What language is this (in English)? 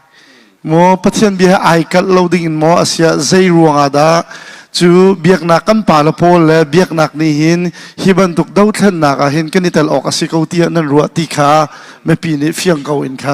Hakha Chin